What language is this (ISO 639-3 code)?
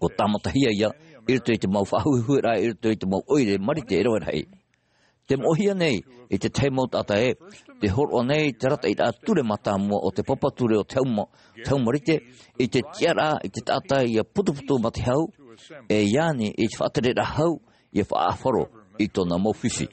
tah